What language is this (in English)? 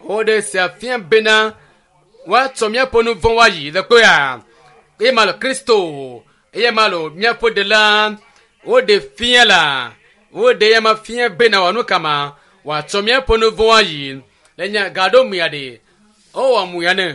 Ewe